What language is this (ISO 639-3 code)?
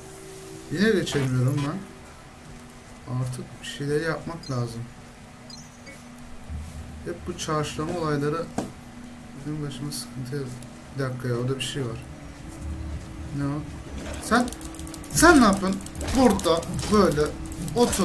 tur